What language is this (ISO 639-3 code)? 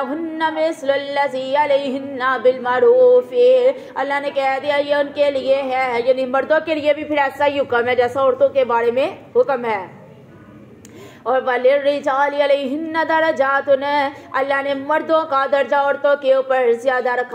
urd